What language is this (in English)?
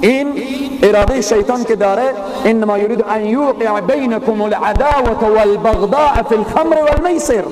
Persian